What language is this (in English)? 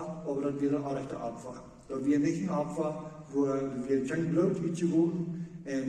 Plautdietsch